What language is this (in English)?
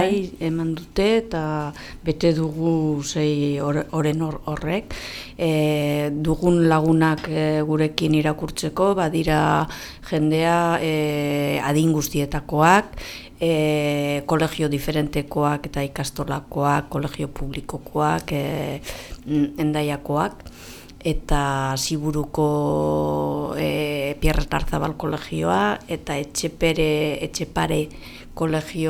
Basque